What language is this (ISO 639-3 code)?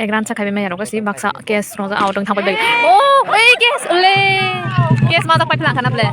trp